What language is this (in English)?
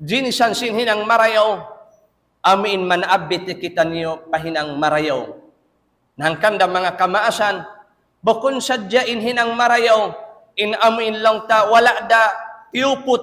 Tausug